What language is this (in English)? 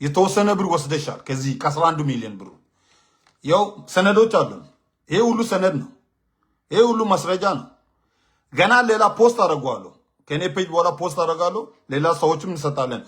Nuer